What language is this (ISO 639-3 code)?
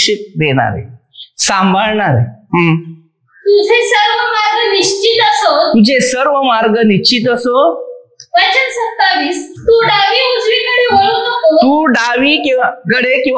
mar